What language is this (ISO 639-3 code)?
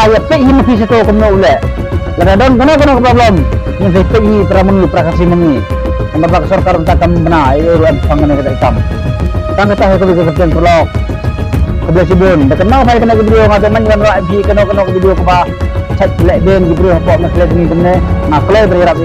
kha